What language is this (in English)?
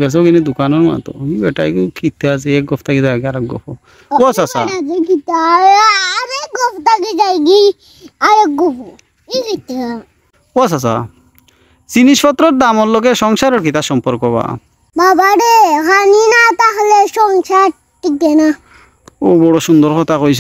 Sylheti